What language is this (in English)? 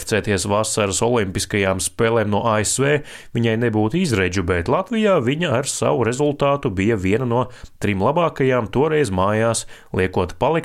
Latvian